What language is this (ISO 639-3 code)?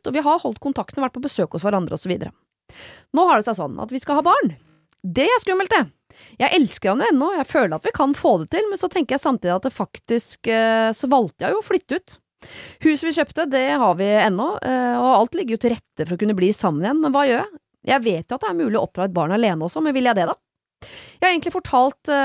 nor